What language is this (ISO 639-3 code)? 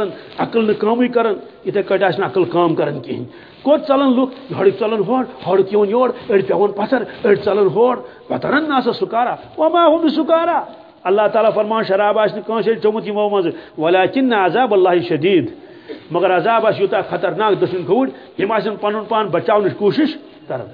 kas